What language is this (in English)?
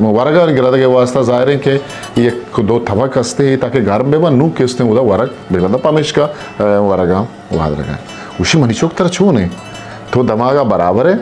Eastern Balochi